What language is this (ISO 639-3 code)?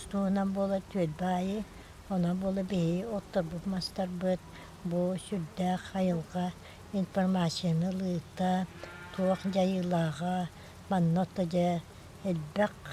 sah